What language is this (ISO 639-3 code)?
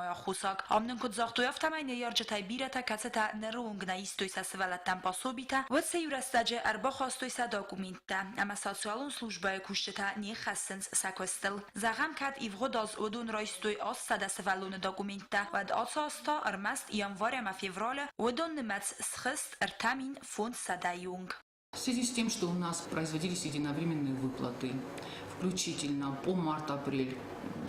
oss